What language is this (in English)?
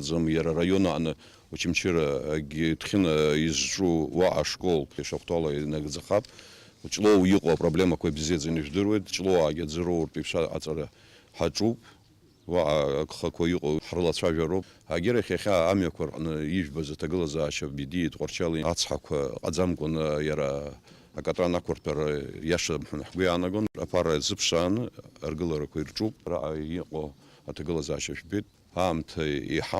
Abkhazian